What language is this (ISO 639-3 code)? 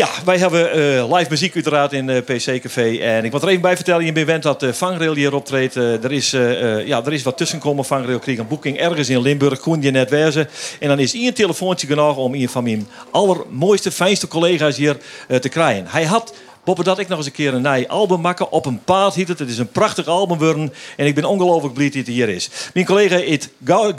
fry